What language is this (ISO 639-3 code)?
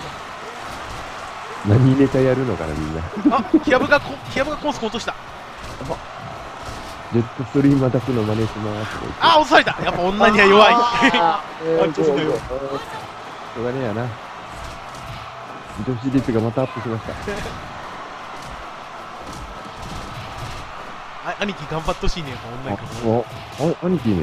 jpn